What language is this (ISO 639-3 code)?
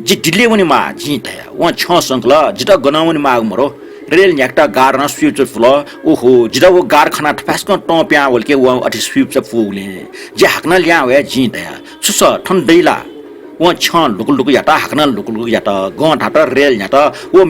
new